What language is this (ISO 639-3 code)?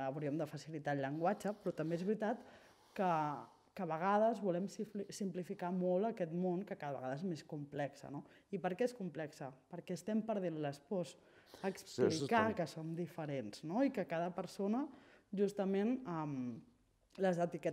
cat